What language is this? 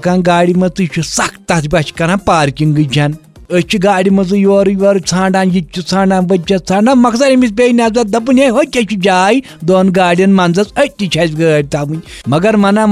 Kashmiri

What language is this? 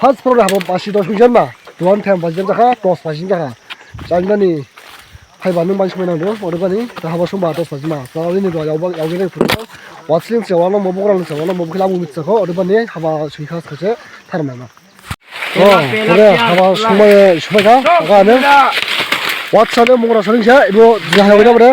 Dimasa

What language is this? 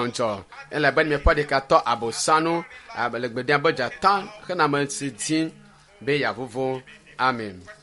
Ewe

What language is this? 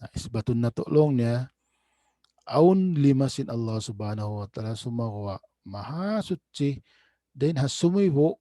Tausug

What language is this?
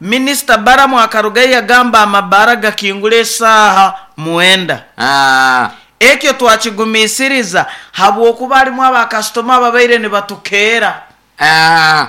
Nyoro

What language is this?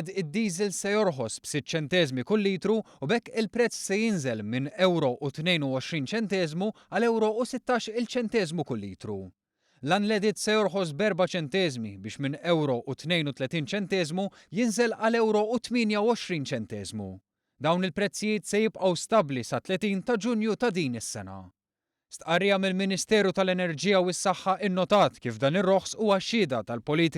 Maltese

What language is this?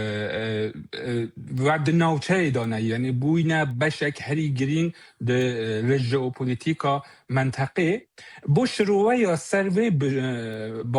Kurdish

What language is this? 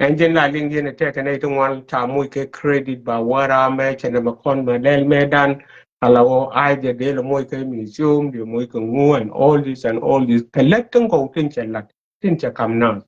Nuer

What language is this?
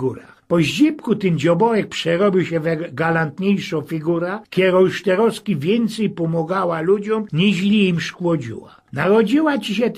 Silesian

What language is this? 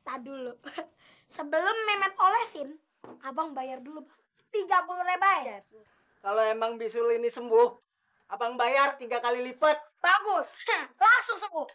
Betawi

